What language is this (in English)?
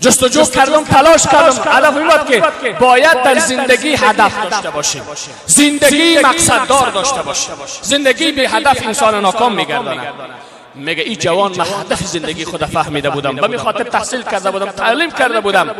Persian